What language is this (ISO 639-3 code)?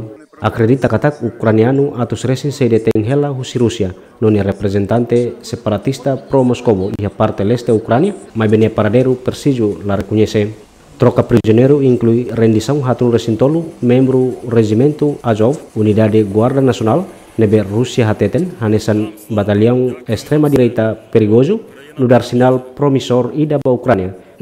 tet